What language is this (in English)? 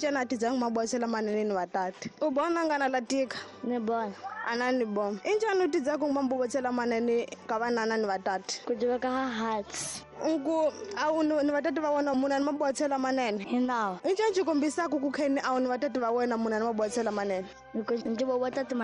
Tsonga